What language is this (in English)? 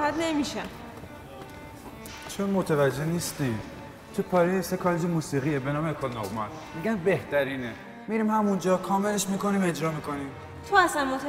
Persian